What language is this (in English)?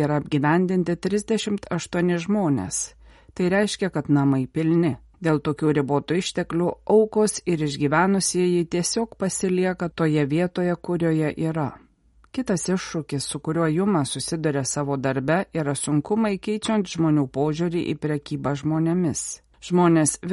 Lithuanian